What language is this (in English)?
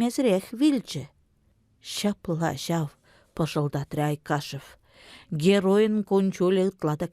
Chuvash